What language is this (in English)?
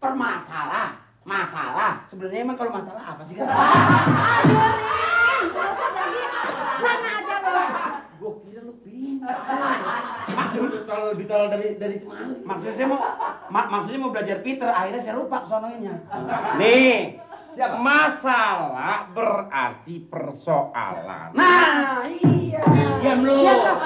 Betawi